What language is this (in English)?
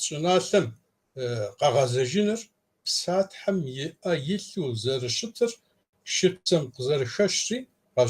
Kabardian